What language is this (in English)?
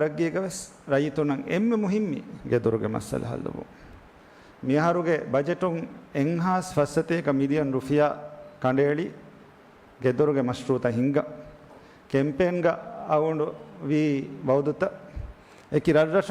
Divehi